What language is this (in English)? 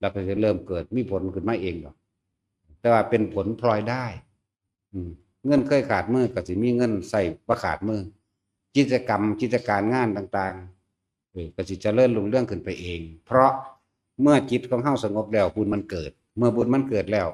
Northeastern Thai